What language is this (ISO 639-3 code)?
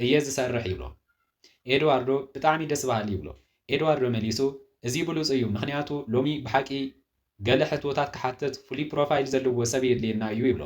tir